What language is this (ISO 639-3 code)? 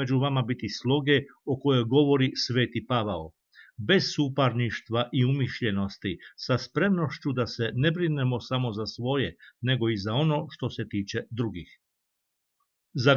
hrv